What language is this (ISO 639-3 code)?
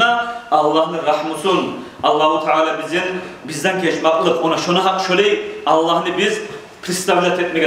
kum